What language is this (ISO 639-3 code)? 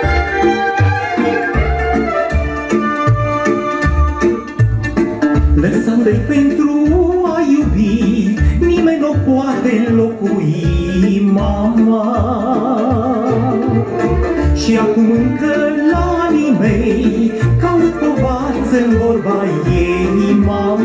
ron